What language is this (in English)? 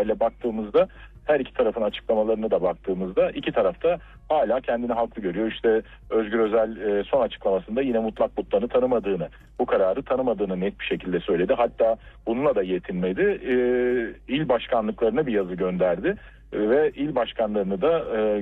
Turkish